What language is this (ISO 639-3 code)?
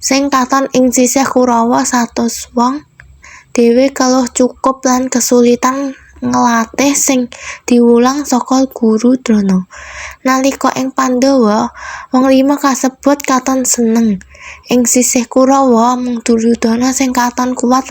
jav